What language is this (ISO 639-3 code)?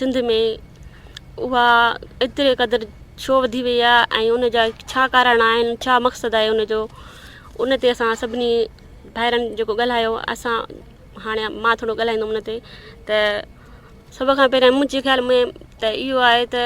snd